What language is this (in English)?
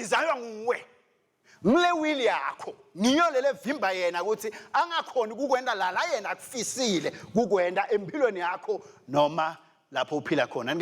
Swati